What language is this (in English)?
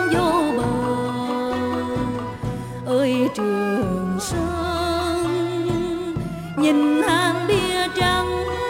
Vietnamese